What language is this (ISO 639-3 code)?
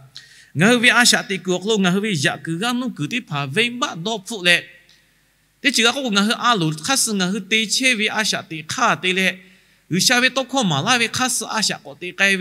lhu